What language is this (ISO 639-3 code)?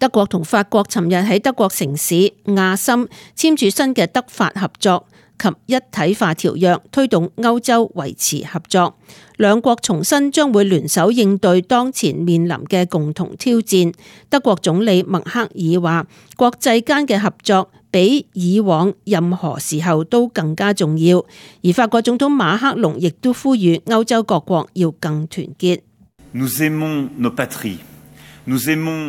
yue